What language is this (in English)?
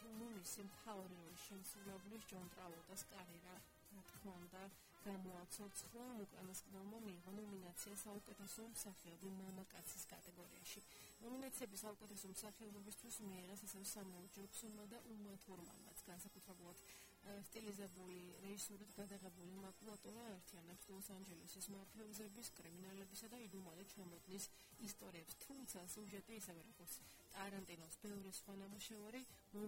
Georgian